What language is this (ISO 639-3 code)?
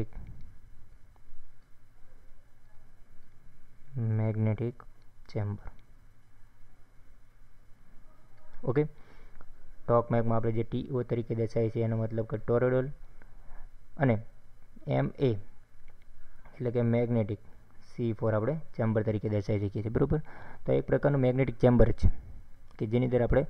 guj